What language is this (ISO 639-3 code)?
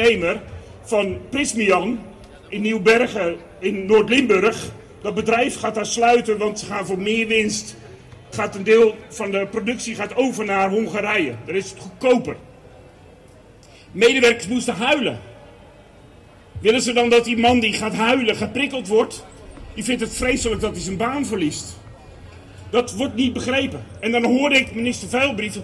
nld